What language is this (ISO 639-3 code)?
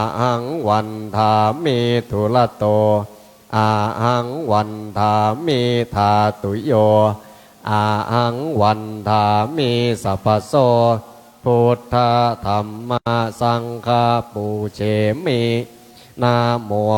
pli